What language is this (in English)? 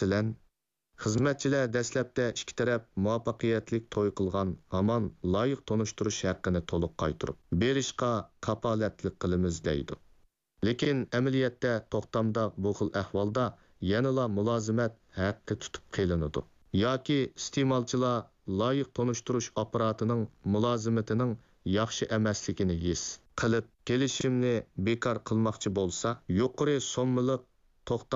Uyghur